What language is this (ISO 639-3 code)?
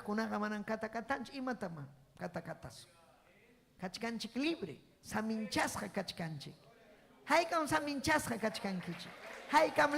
quy